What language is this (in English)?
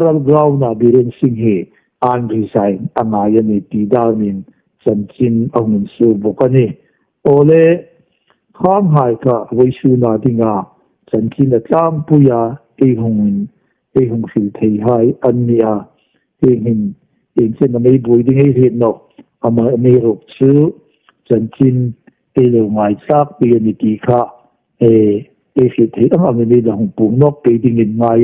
Hmar